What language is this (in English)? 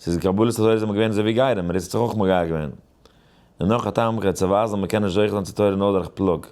Yiddish